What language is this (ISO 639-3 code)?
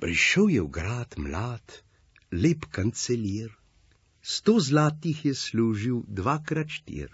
slv